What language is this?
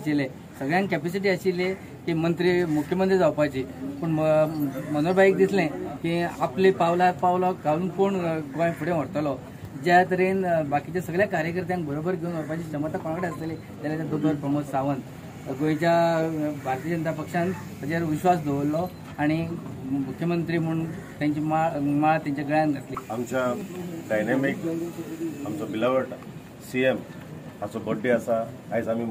Konkani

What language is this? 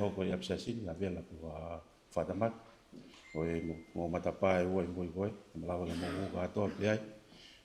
Tongan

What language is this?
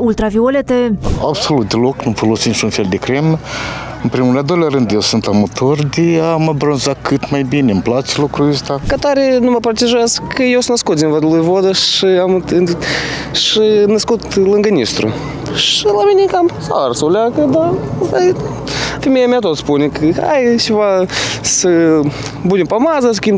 Romanian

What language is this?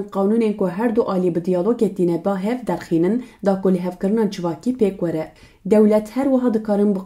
Kurdish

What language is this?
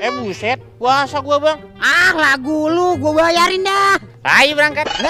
Betawi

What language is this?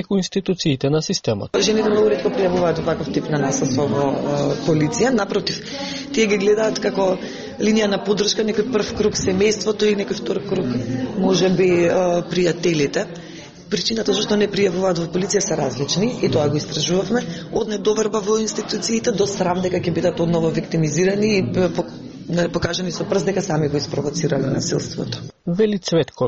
Macedonian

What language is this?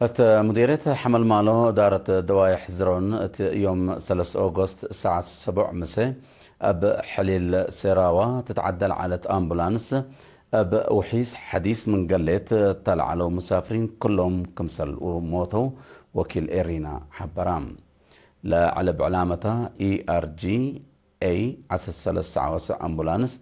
Tigre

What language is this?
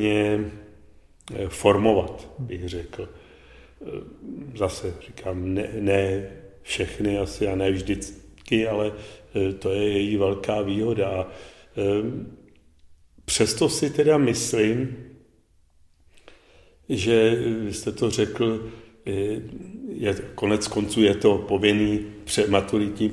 Czech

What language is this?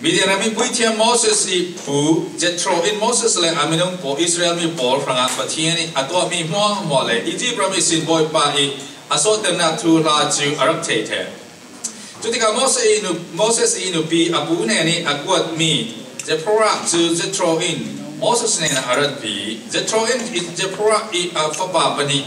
Falam Chin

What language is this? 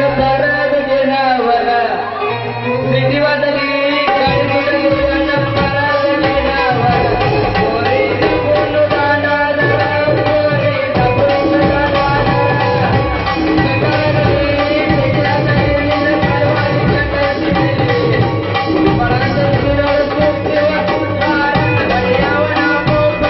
Kannada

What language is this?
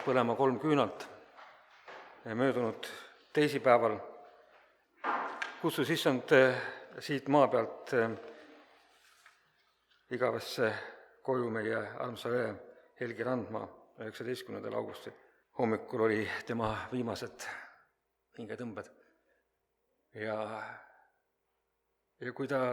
Estonian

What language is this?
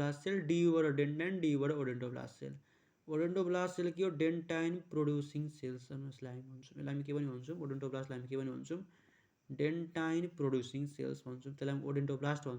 Nepali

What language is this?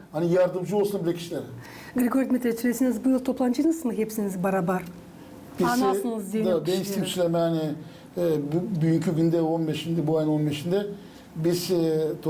Gagauz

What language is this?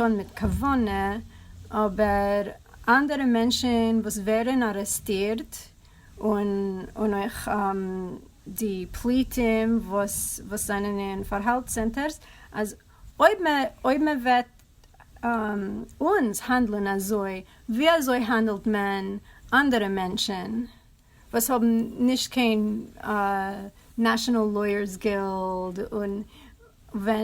Yiddish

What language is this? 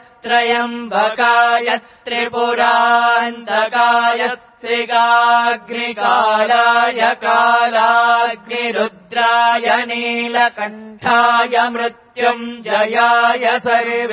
Sanskrit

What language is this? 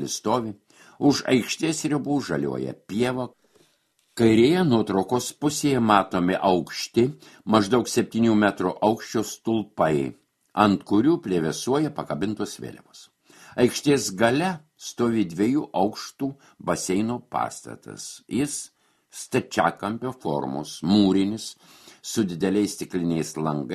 Lithuanian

